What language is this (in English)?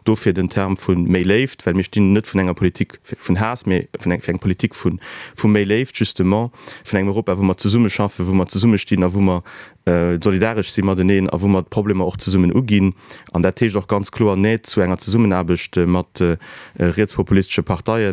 Luxembourgish